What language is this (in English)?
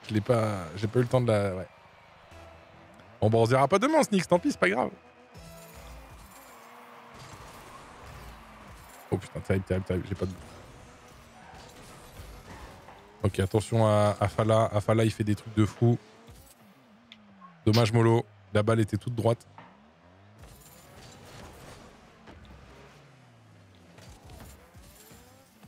French